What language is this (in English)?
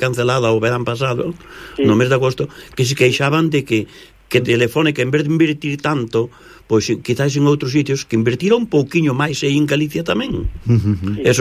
Galician